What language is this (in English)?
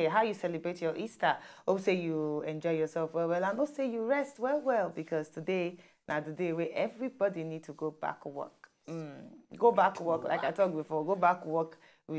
Nigerian Pidgin